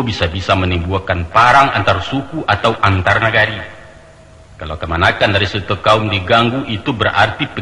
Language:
Minangkabau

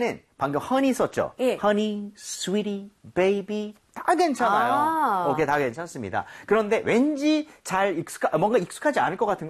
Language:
Korean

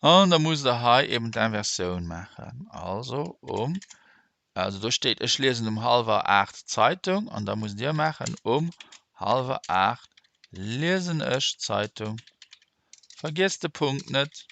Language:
Luxembourgish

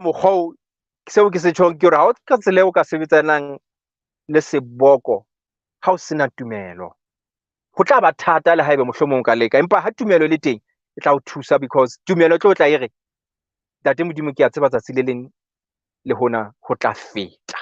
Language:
Southern Sotho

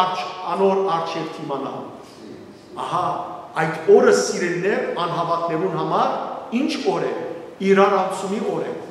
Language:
Western Armenian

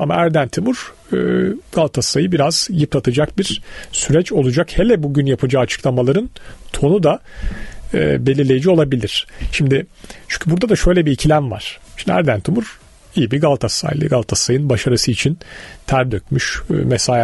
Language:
Turkish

